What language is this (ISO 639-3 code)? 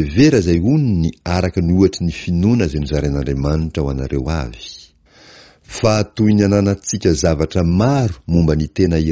mlg